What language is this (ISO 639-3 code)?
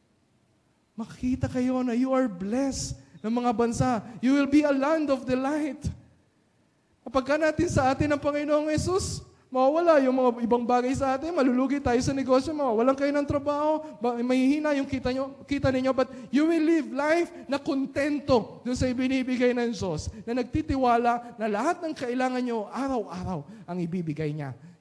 fil